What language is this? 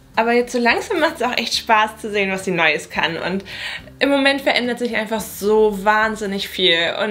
German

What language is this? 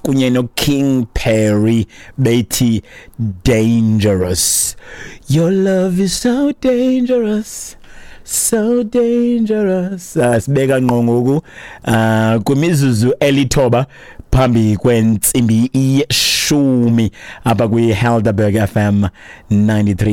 Xhosa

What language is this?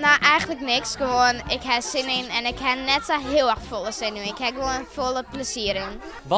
Western Frisian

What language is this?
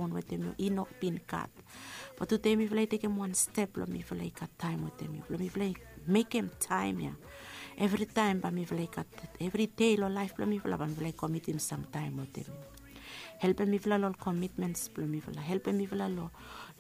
Bislama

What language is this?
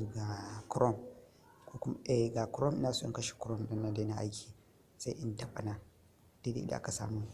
Hausa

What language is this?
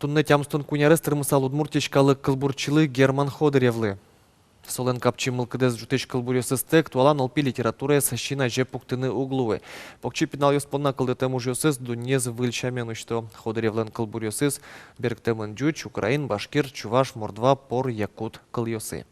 Udmurt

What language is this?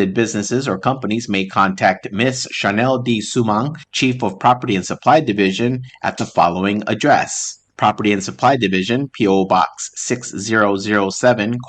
Palauan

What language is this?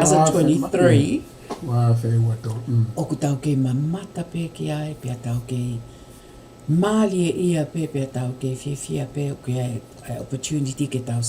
Tongan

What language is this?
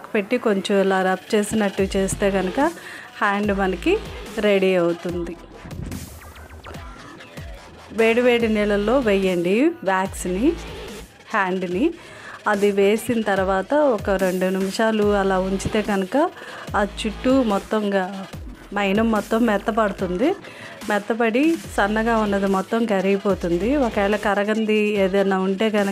Telugu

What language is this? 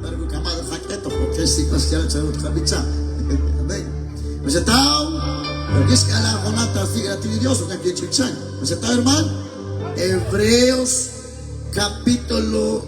Kekchí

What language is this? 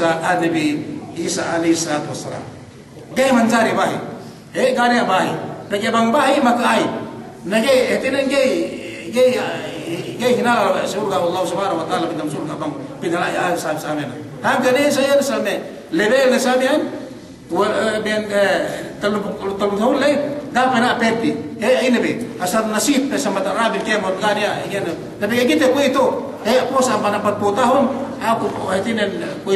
Yakan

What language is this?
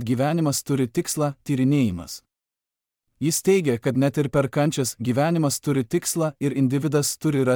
Lithuanian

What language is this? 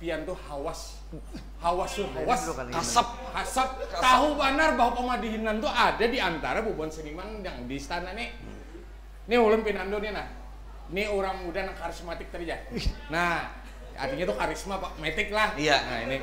Banjar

